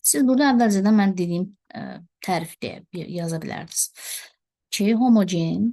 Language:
Azerbaijani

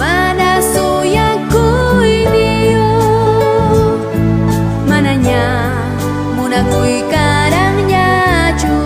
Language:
South Bolivian Quechua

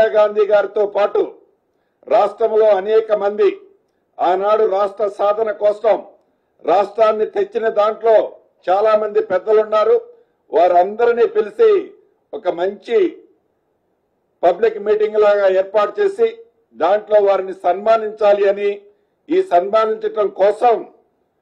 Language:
Telugu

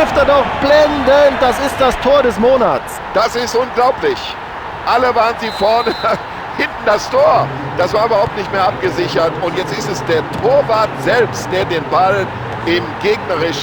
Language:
Bavarian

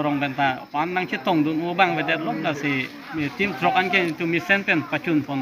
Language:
Karbi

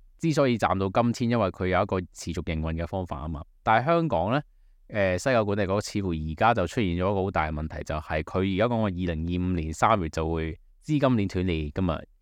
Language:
Cantonese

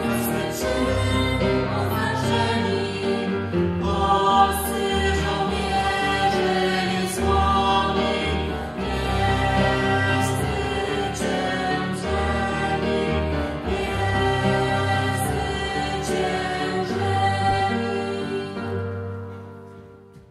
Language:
Polish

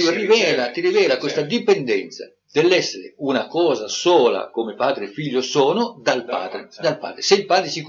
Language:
Italian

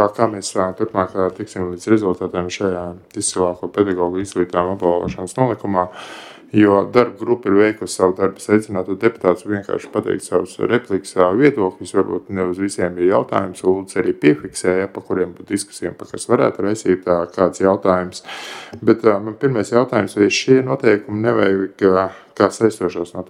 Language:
Latvian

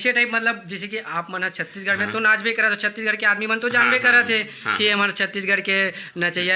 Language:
Chhattisgarhi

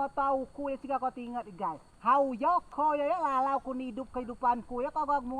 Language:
Rejang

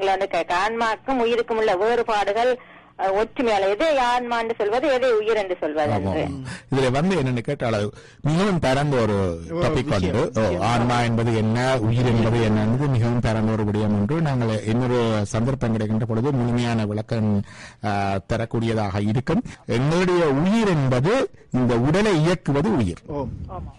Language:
Tamil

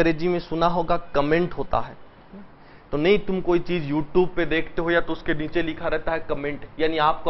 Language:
Hindi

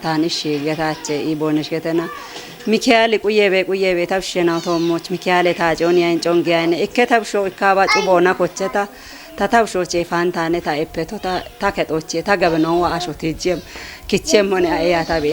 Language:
Kafa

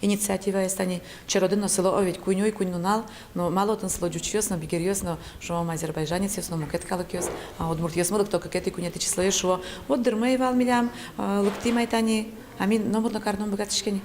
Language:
Udmurt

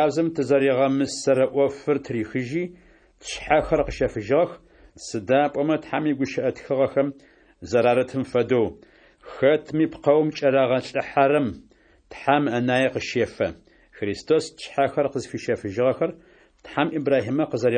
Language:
Adyghe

